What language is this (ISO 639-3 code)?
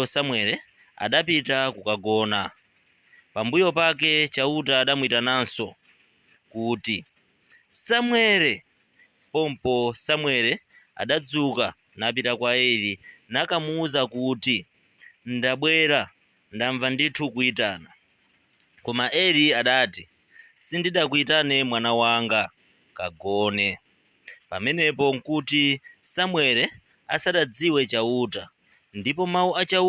nya